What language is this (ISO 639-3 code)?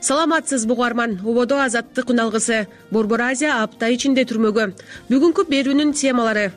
kir